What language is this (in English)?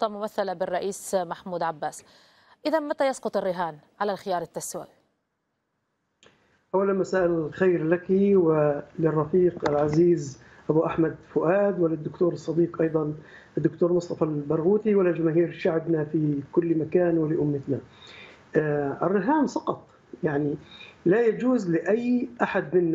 Arabic